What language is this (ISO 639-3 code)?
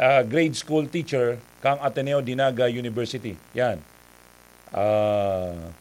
bik